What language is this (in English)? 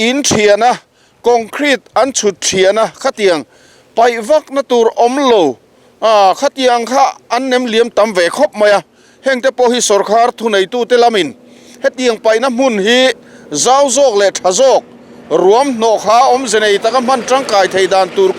Mizo